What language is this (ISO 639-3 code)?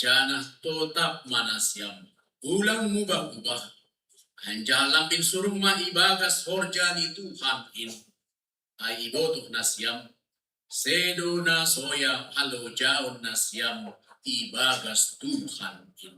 bts